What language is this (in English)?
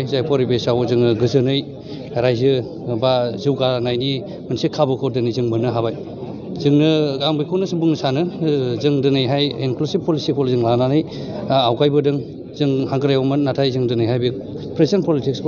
Bodo